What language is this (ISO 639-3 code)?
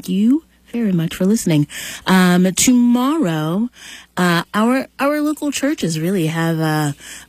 eng